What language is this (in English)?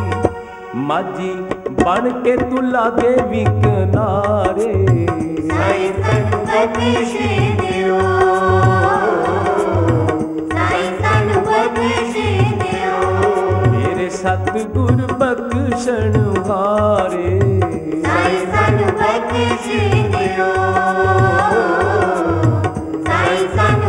Punjabi